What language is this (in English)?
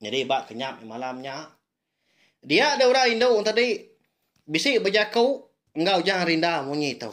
Iban